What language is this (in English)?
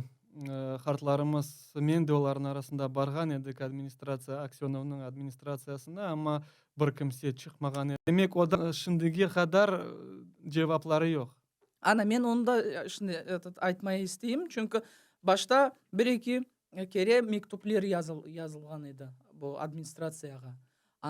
Crimean Tatar